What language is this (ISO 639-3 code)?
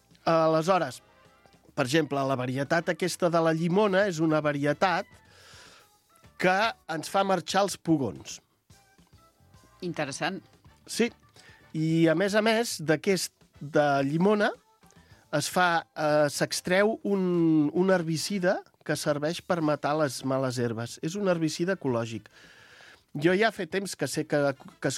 cat